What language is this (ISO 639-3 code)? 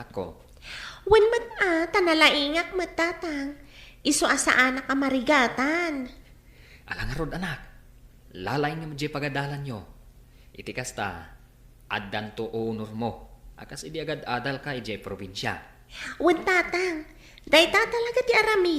ilo